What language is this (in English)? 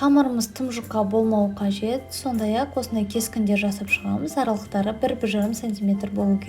Kazakh